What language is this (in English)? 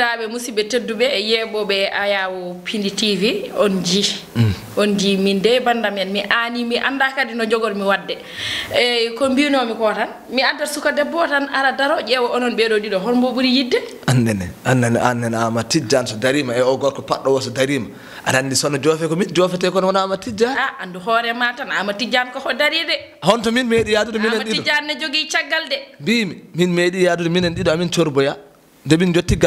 Fula